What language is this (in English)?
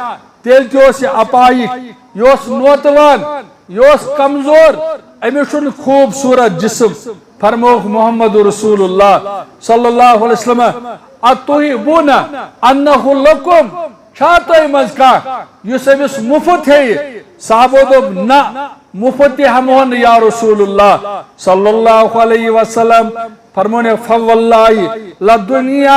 Kashmiri